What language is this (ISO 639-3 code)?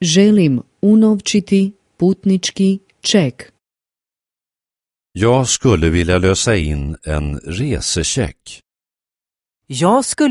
swe